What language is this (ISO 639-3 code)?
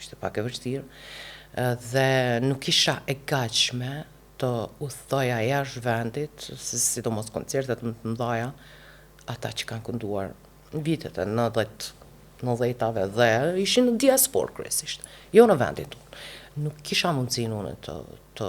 sqi